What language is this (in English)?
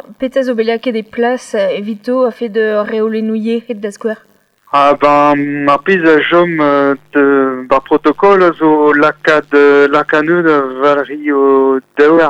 Breton